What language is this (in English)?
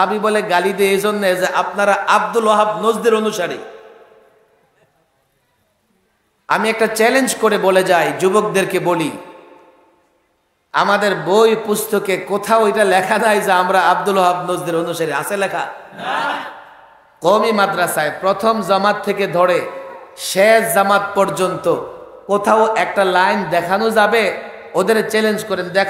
Bangla